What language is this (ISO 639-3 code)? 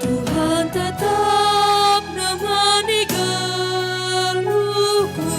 btx